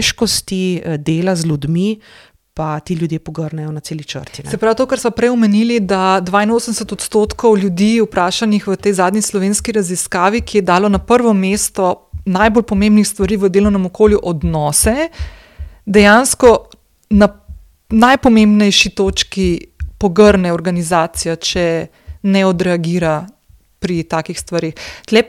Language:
Slovenian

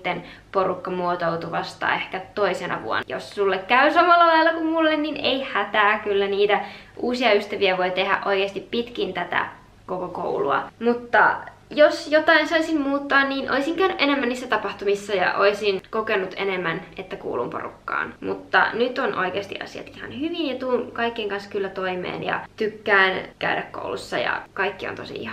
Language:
Finnish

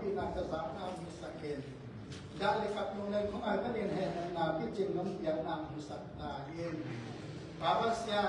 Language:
Tedim Chin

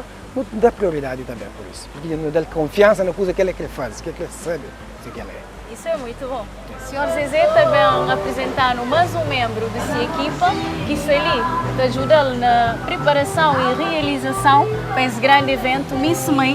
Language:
Kabuverdianu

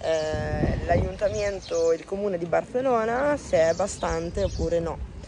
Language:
Italian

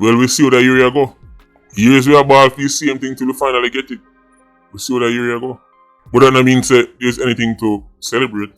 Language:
Jamaican Creole English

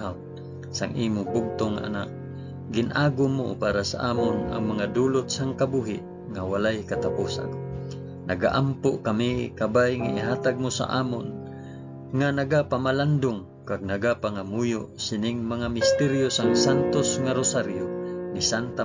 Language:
Hiligaynon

